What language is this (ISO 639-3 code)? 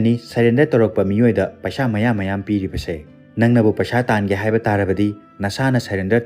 mni